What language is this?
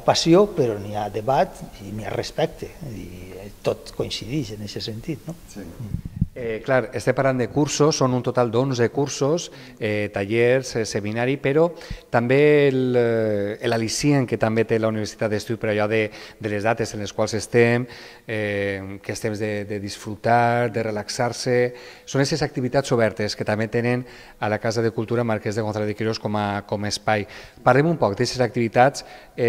Catalan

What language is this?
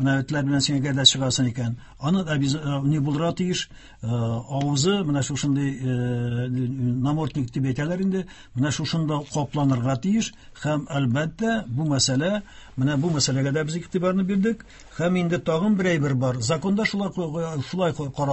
Tatar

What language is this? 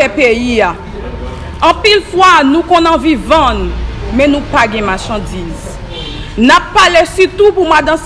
Haitian Creole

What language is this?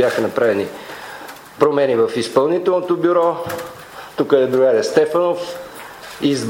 Bulgarian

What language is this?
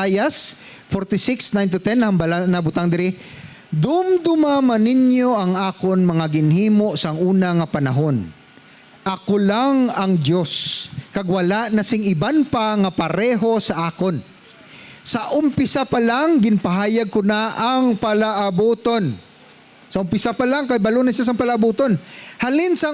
Hiligaynon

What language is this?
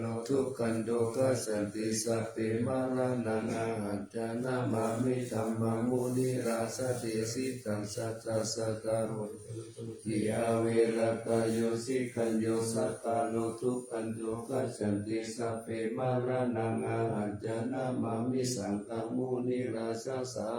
Pali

